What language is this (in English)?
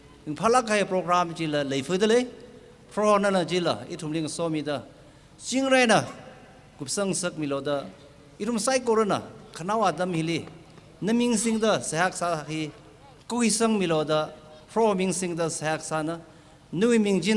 Tangkhul Naga (India)